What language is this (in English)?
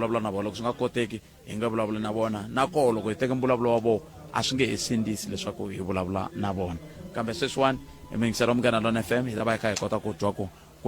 Tsonga